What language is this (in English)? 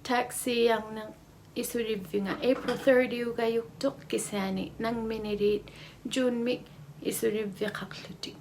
Inuktitut